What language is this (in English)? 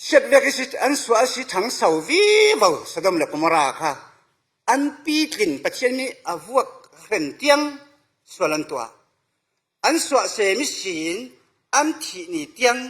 Falam Chin